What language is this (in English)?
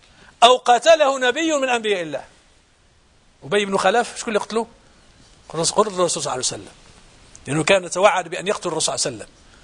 Arabic